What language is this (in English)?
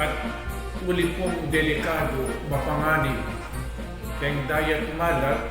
Pampanga